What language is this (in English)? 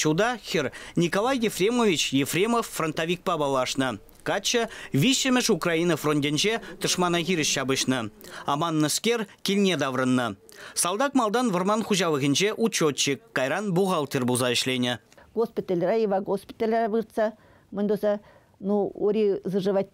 Chuvash